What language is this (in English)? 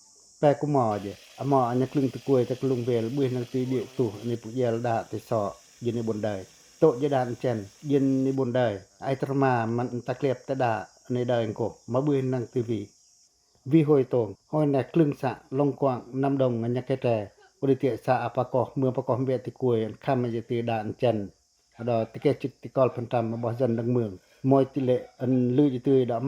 Pacoh